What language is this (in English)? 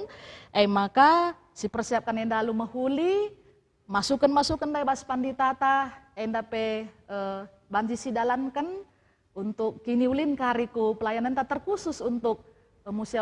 Batak Karo